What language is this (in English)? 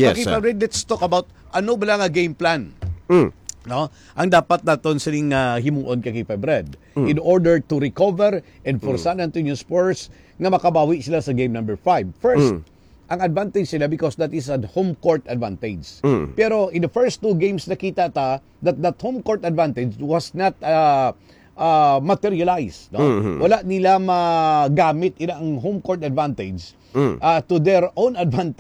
Hiligaynon